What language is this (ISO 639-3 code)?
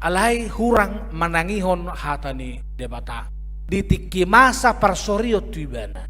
bbc